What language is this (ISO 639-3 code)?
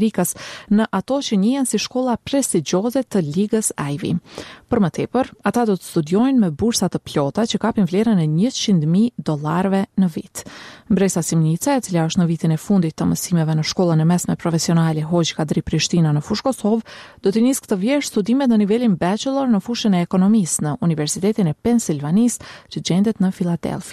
sqi